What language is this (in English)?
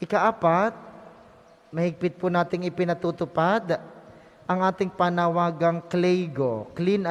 Filipino